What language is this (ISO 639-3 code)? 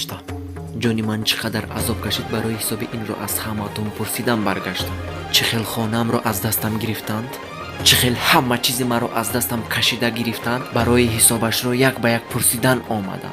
tgk